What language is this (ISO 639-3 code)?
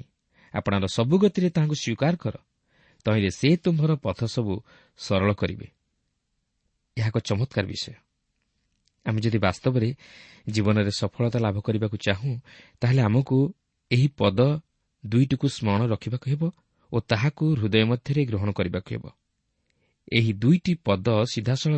ori